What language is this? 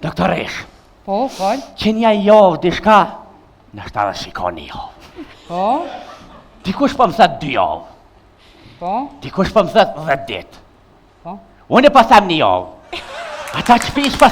Albanian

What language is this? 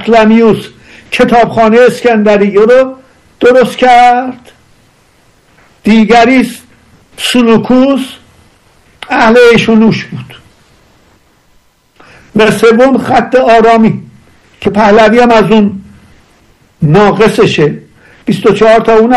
Persian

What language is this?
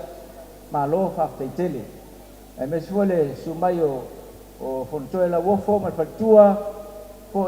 Samoan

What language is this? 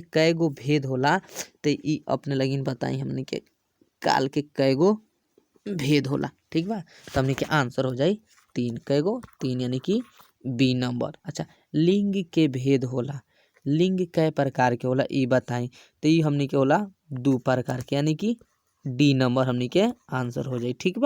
Bhojpuri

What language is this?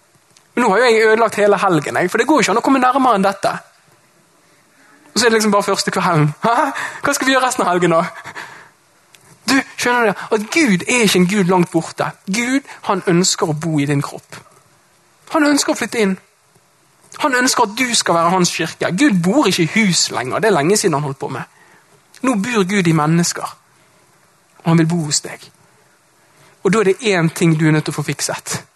Norwegian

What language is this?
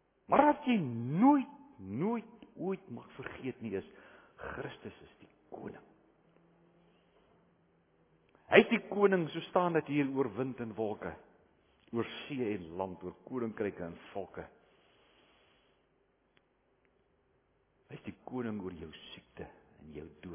Afrikaans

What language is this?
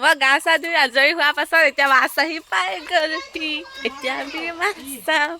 Assamese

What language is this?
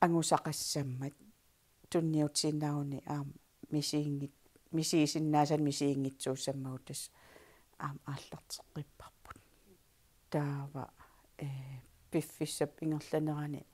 Kalaallisut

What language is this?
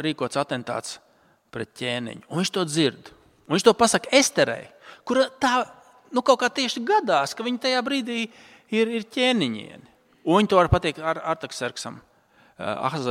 Latvian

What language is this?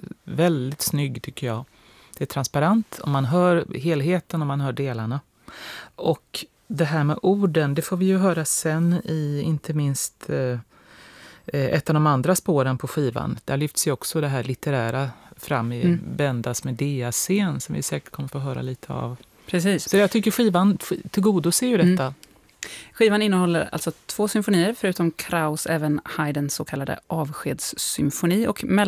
Swedish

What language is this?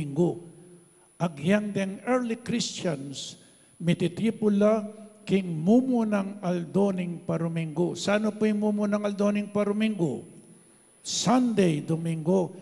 Pampanga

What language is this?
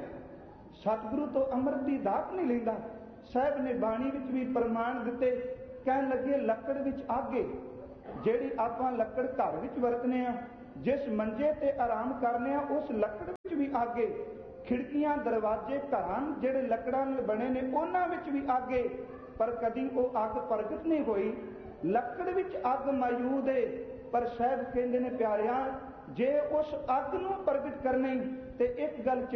Punjabi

